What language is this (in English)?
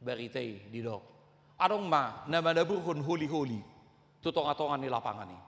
Batak Toba